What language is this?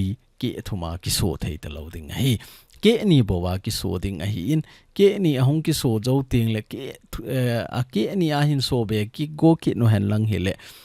Thado Chin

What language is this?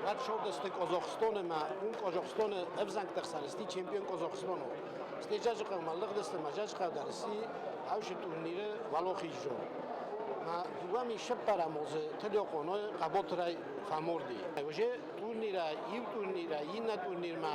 Ossetic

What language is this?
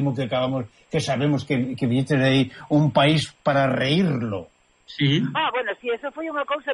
Galician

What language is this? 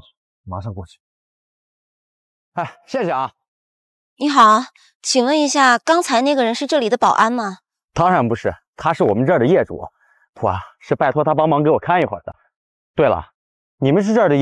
Chinese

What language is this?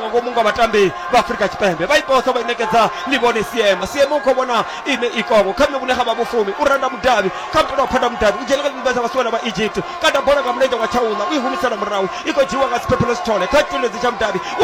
Venda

